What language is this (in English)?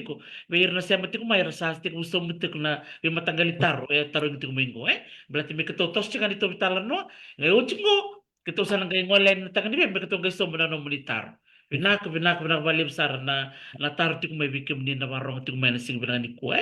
Fijian